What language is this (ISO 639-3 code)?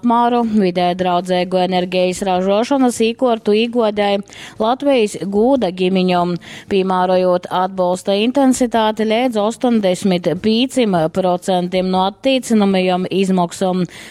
ltg